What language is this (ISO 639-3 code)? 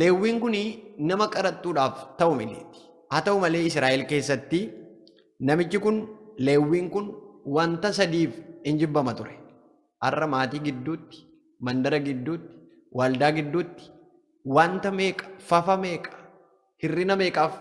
orm